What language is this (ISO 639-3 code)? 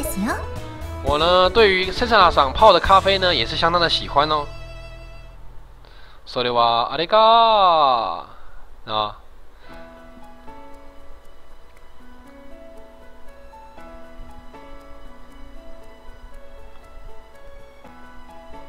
zho